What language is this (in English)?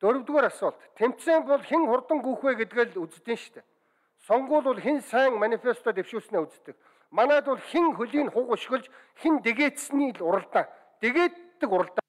Mongolian